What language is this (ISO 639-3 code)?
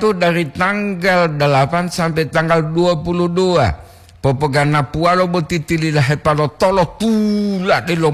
gor